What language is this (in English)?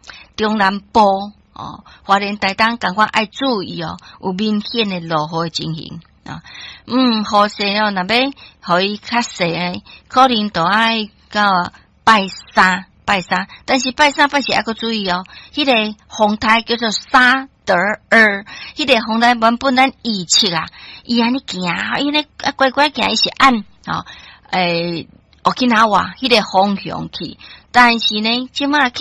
Min Nan Chinese